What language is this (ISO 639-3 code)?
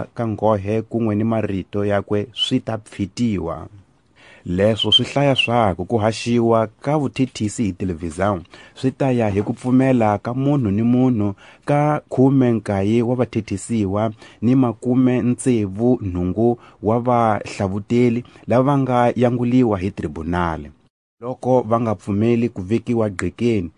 tso